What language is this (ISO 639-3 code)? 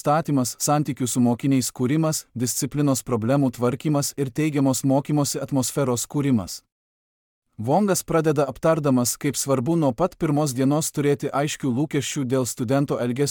lit